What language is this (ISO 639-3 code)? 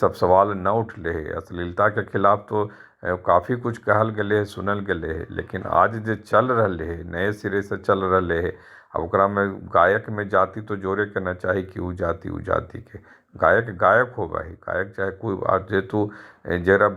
mag